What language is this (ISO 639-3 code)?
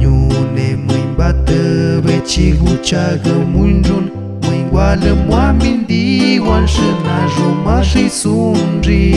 gum